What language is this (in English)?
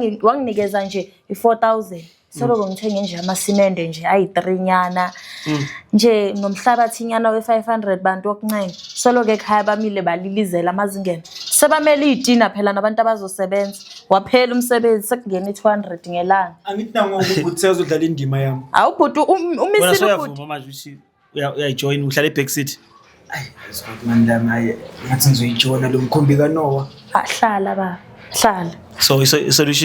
Zulu